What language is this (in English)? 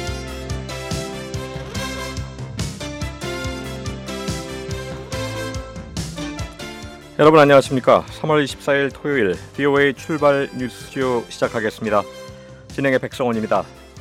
Korean